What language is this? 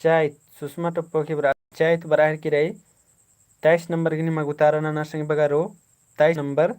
Kurukh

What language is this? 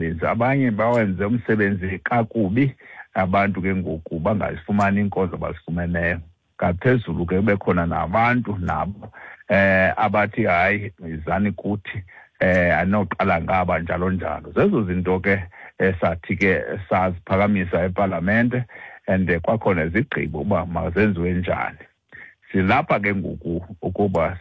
Xhosa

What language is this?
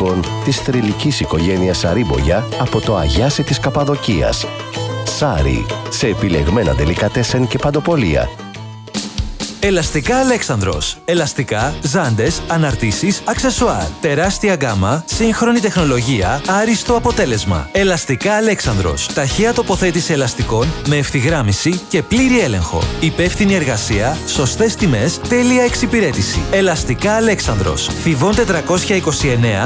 Greek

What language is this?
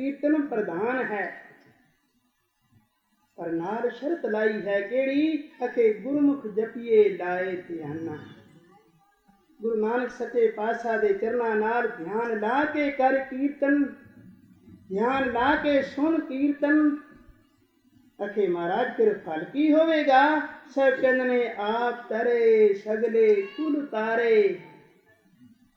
Punjabi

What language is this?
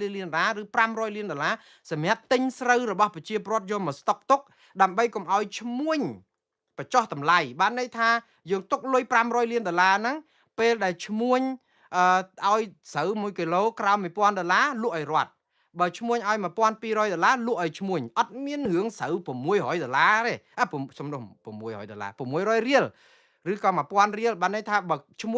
Khmer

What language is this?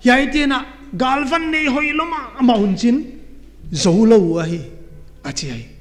Paite Chin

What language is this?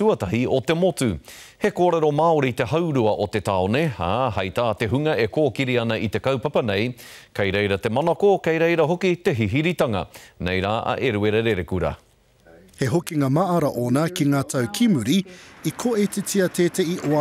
Māori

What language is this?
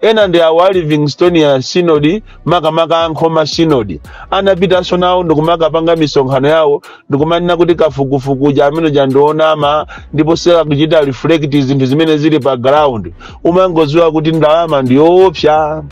Nyanja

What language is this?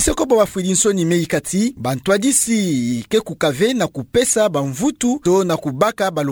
Kituba (Democratic Republic of Congo)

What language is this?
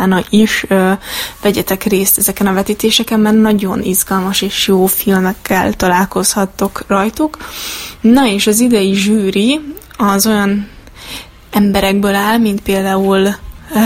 Hungarian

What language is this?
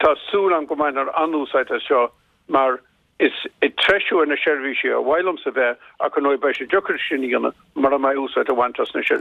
Irish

